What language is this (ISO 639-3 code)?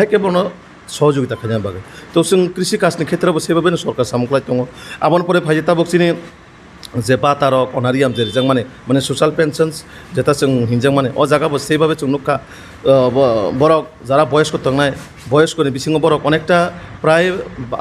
trp